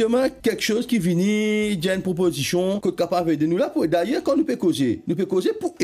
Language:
Morisyen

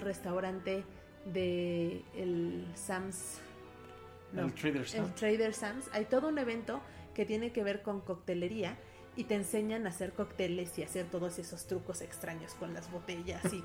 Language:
Spanish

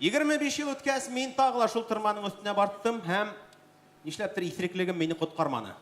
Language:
Bashkir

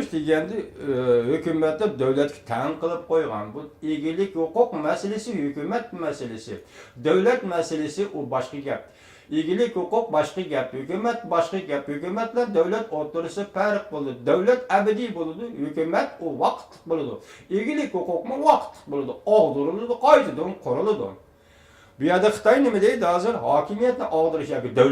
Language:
Uyghur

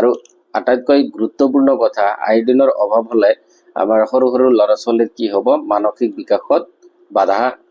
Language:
Assamese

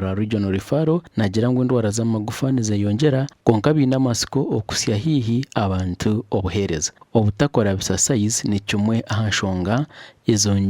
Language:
Nyankole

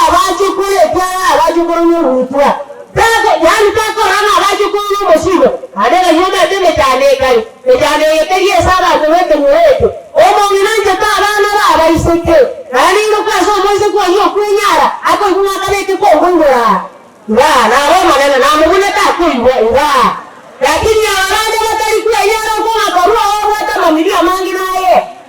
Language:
Gusii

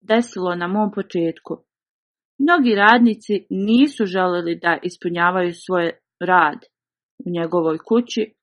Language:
Bosnian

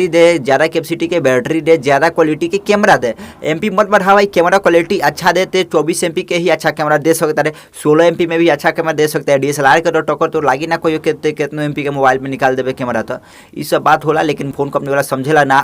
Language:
Bhojpuri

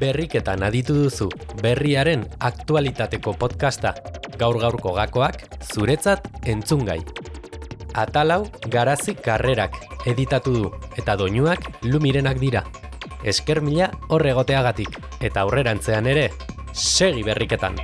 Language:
Basque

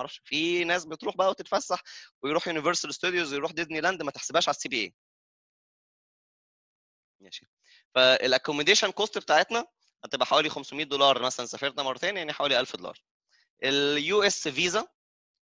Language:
Egyptian Arabic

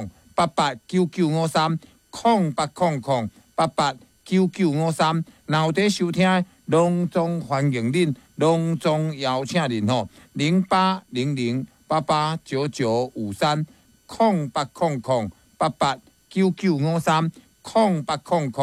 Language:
Min Nan Chinese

